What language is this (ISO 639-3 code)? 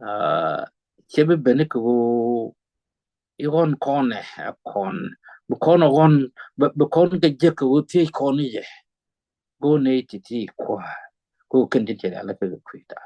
nus